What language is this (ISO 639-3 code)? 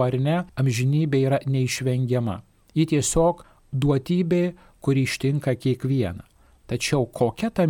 lit